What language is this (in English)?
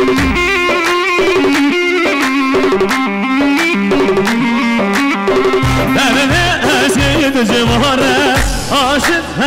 Kurdish